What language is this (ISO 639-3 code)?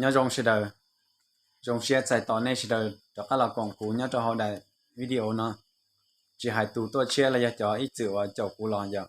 hmn